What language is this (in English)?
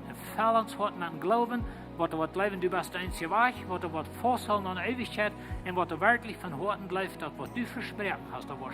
Plautdietsch